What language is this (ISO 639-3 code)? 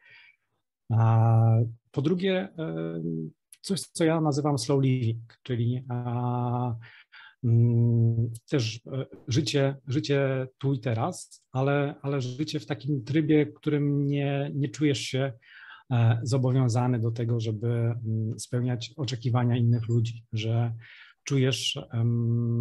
pol